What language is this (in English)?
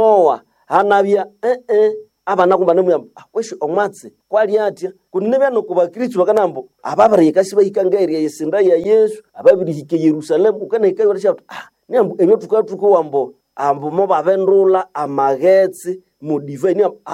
Nande